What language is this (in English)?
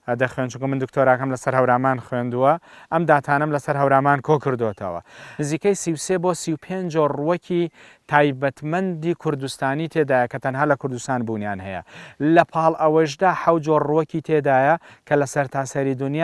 Central Kurdish